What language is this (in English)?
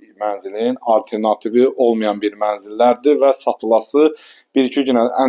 Azerbaijani